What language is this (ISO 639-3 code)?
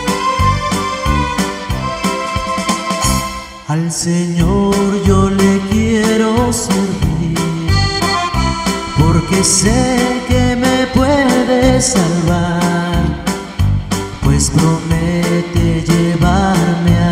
spa